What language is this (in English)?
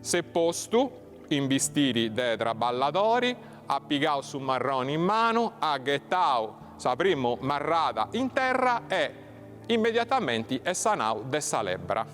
Sardinian